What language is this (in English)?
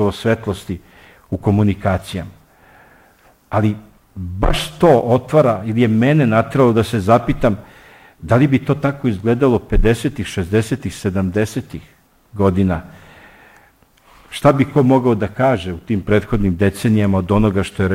Serbian